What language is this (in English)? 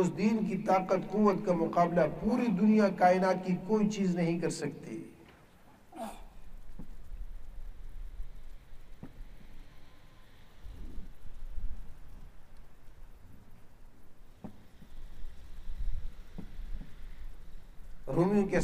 Urdu